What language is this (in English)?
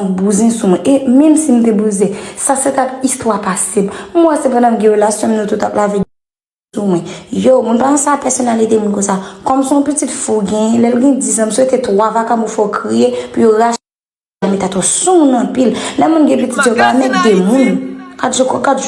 Haitian Creole